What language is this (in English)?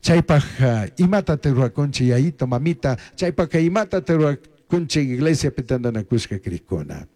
Chimborazo Highland Quichua